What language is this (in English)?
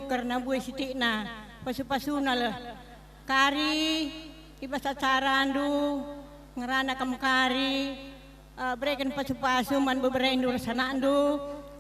Batak Karo